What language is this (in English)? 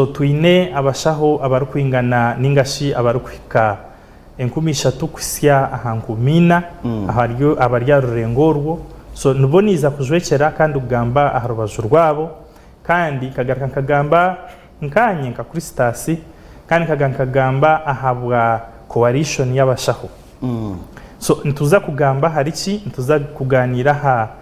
Nyankole